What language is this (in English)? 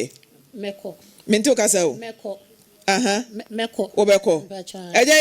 Akan